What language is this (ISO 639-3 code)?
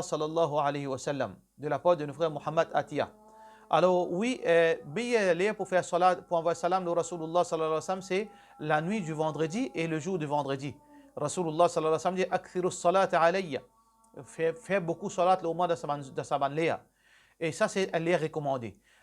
mfe